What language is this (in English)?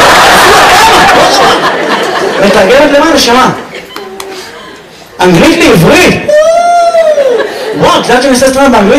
Hebrew